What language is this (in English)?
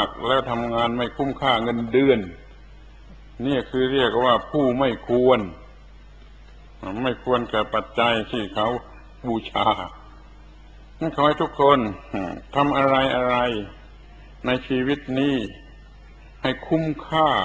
Thai